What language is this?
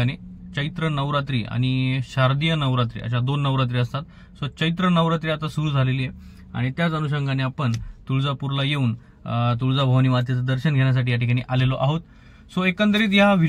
Marathi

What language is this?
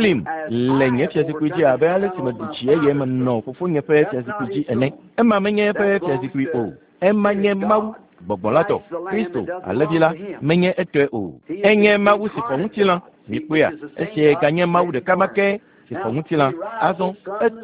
Ewe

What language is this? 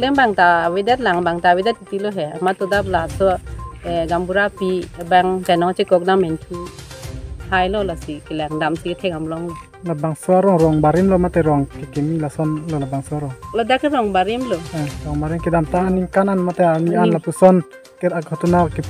Karbi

